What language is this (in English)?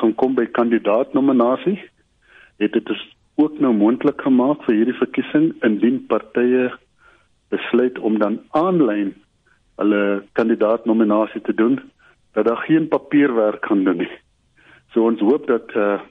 Afrikaans